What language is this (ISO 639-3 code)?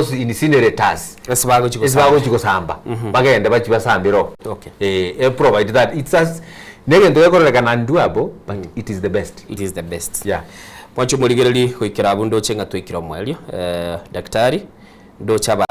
guz